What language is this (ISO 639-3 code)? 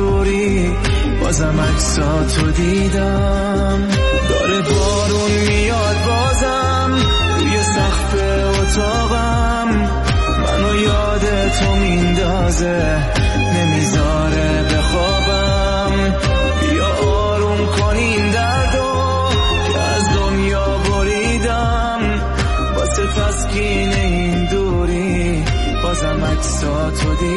fas